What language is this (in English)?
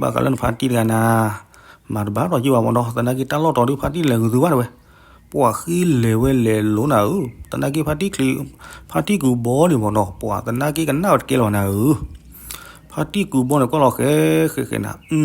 S'gaw Karen